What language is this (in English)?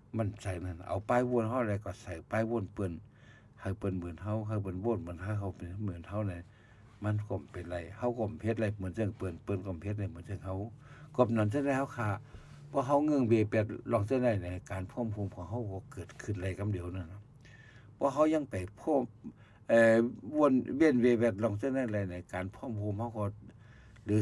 Shan